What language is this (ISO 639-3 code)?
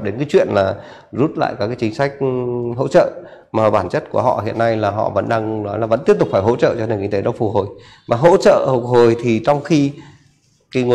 vie